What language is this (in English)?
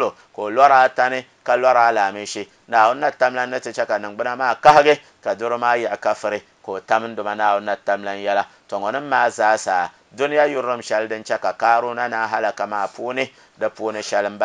Dagbani